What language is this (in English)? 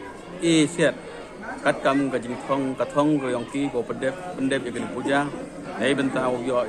Pnar